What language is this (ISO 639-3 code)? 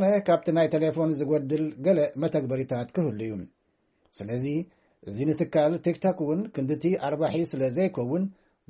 tir